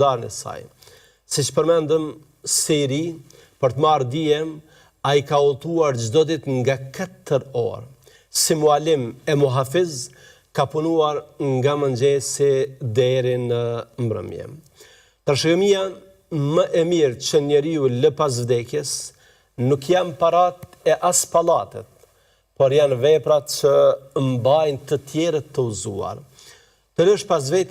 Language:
Albanian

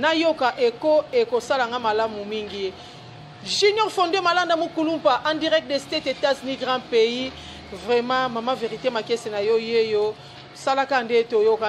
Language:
Lingala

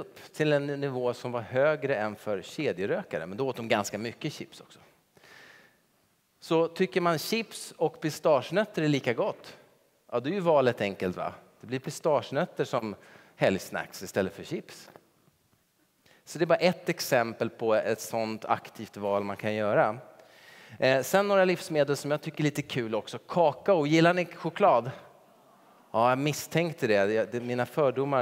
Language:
Swedish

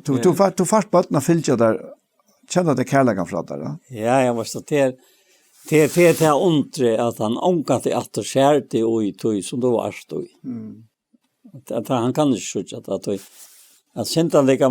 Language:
Faroese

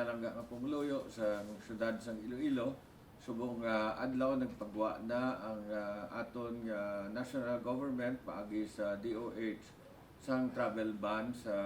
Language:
Hiligaynon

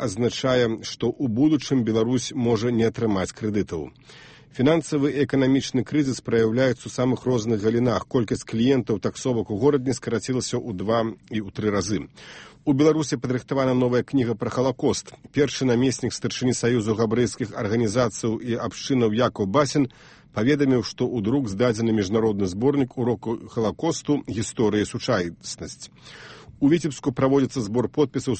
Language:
Belarusian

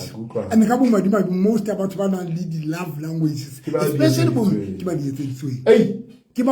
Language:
Southern Sotho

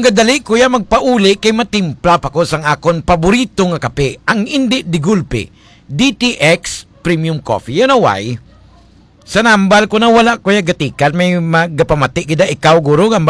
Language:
Hiligaynon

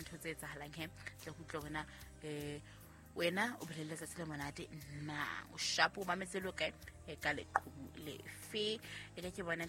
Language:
Southern Sotho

